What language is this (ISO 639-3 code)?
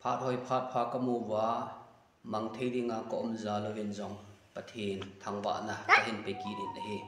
tcz